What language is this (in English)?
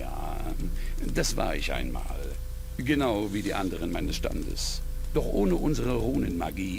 Bavarian